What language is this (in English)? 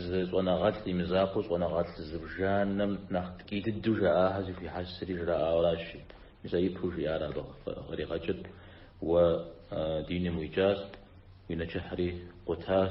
Kabardian